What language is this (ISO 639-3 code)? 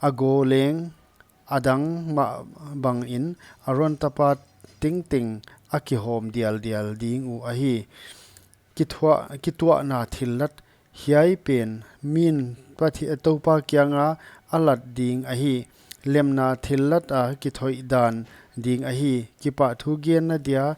pck